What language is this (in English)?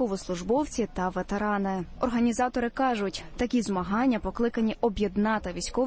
Ukrainian